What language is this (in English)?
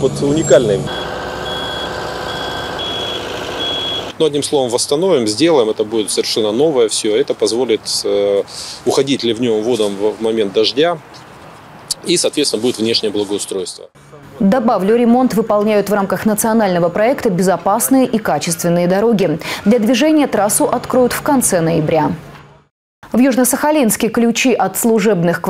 Russian